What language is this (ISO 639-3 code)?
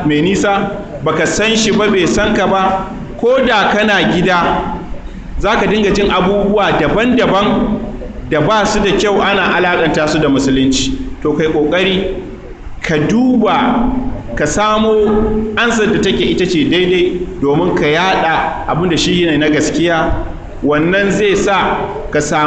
hau